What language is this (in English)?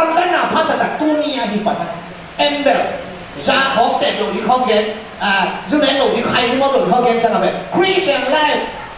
Tedim Chin